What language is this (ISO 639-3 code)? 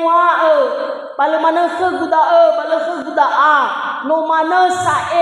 nia